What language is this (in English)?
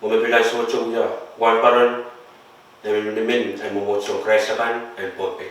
Pohnpeian